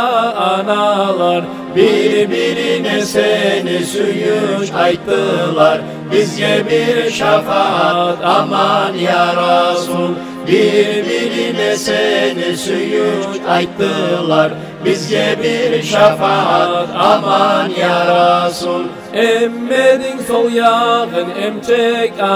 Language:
Kumyk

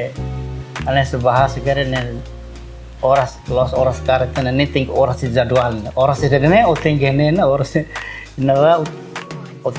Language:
Tetum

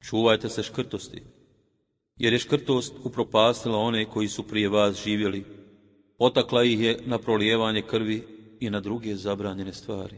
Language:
Bosnian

